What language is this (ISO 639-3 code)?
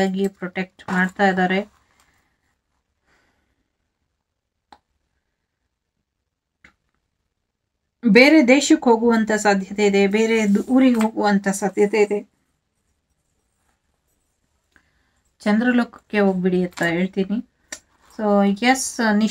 kan